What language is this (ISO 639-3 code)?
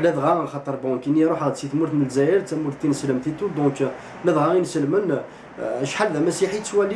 kab